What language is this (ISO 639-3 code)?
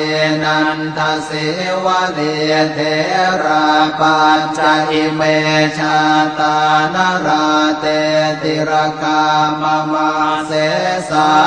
pli